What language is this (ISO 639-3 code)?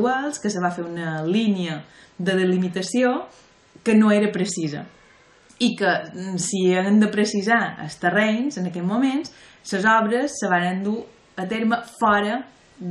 cat